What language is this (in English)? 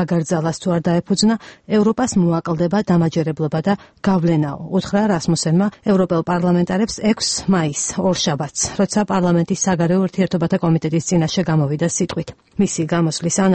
Georgian